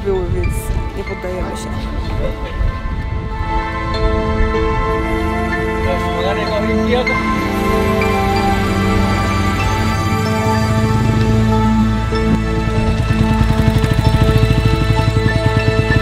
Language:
Polish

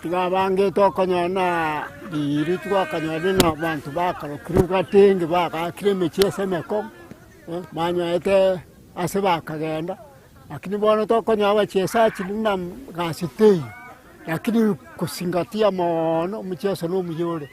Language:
Gusii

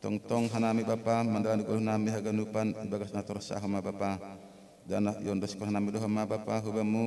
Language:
Batak Simalungun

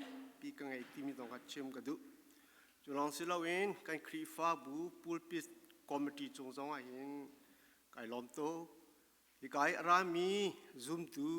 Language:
Falam Chin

